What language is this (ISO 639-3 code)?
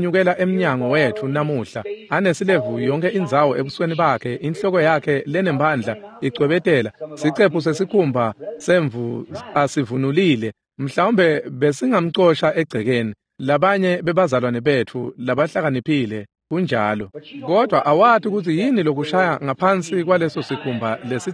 ssw